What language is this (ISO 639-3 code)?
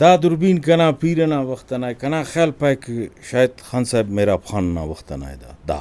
brh